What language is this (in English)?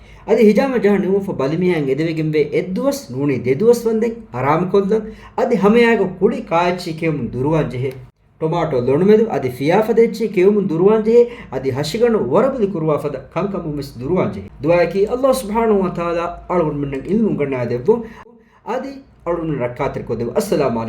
Divehi